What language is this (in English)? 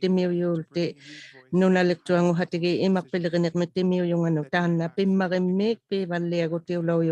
Inuktitut